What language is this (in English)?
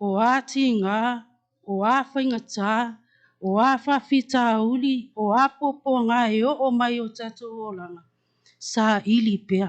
Samoan